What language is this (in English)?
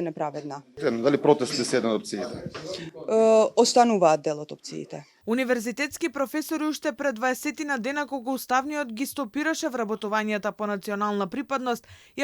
Macedonian